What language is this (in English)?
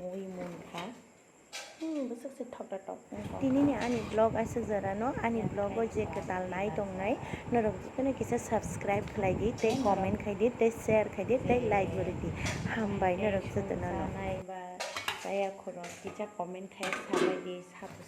Kok Borok